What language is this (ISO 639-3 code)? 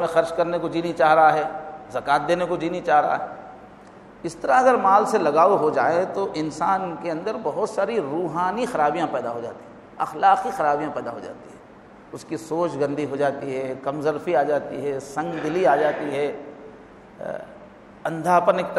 urd